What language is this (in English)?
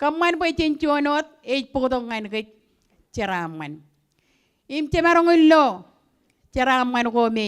Marshallese